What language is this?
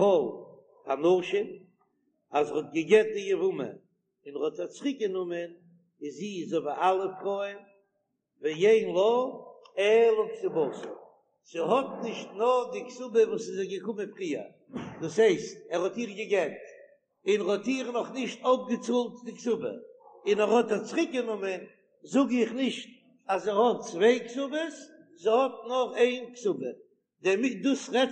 Yiddish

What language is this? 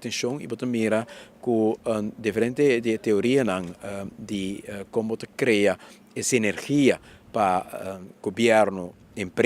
Papiamento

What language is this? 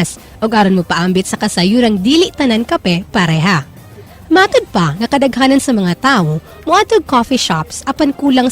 Cebuano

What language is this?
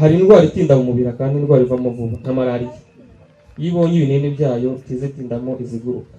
Kinyarwanda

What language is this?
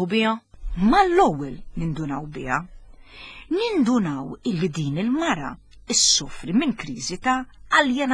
Maltese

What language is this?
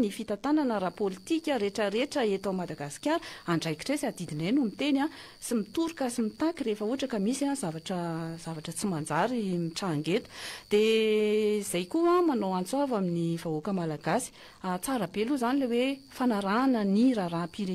Malagasy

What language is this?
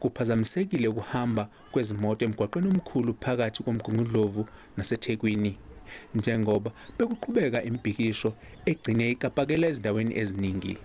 Zulu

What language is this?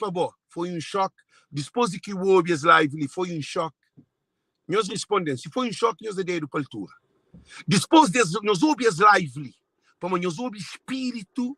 Kabuverdianu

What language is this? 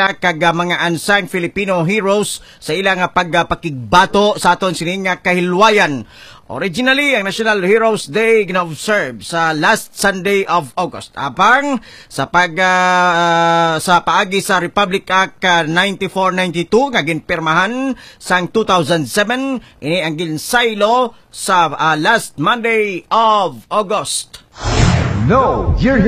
Hiligaynon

